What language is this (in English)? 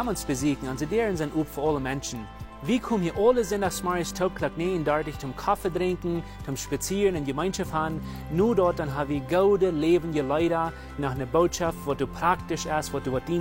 Plautdietsch